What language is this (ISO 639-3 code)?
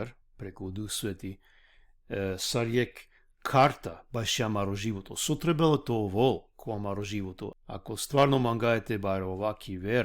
rmn